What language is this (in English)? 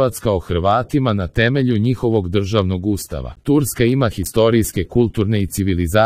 Croatian